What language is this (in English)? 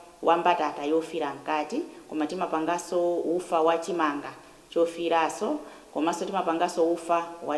Nyanja